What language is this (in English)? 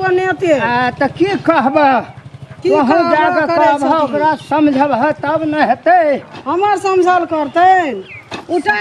Maithili